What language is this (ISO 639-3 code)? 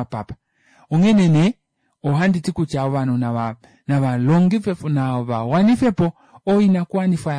kua